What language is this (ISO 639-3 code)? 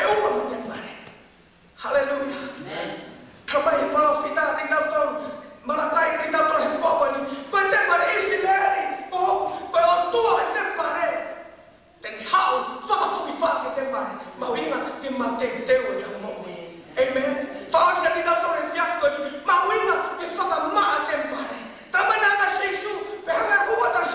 ton